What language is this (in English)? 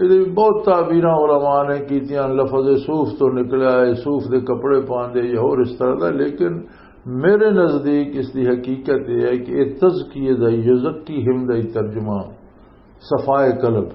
Western Panjabi